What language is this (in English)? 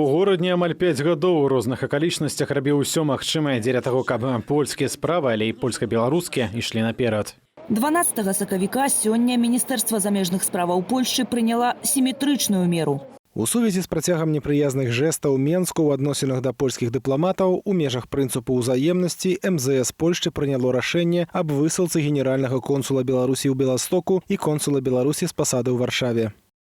Belarusian